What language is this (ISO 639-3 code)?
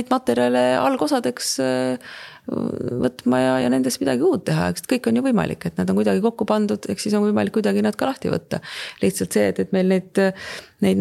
est